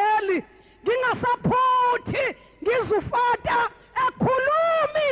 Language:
Zulu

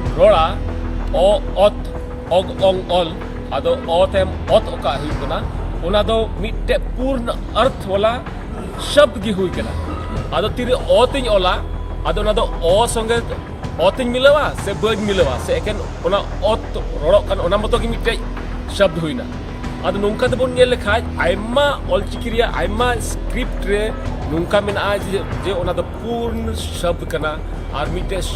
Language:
Santali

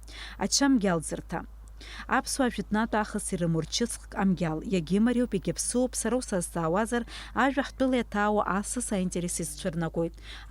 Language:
Abkhazian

